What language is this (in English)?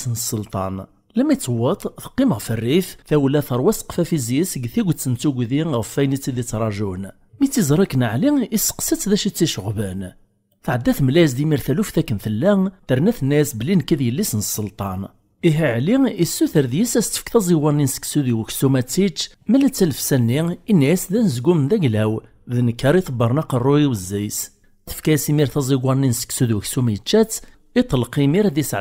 Kabyle